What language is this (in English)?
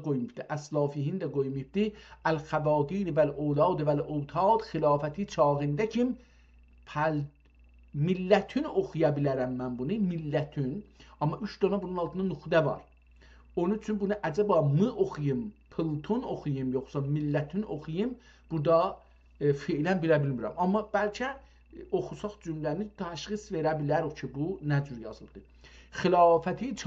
South Azerbaijani